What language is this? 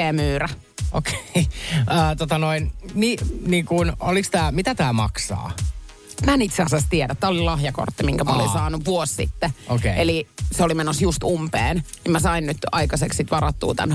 Finnish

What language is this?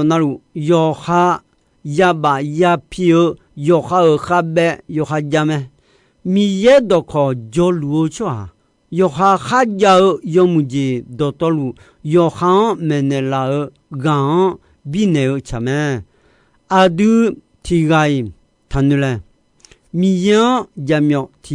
Akha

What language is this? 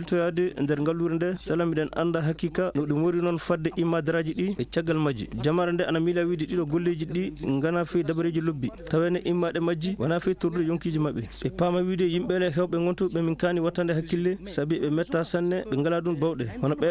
Maasina Fulfulde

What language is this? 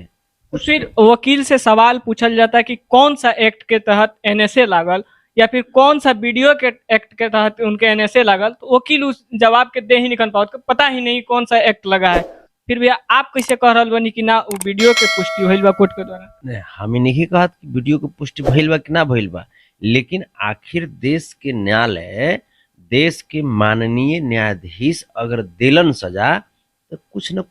Bhojpuri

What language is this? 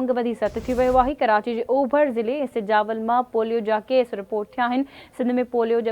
Sindhi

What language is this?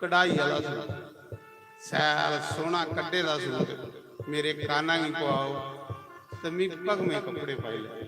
Dogri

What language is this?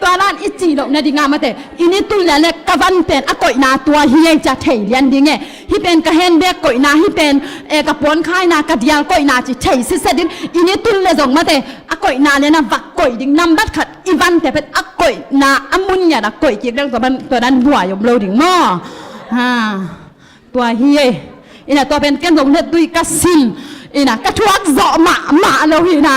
Tedim Chin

